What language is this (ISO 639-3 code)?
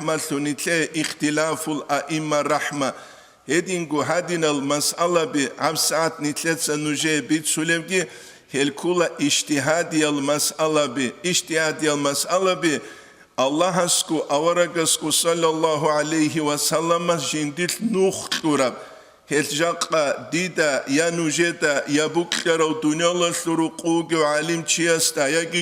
ava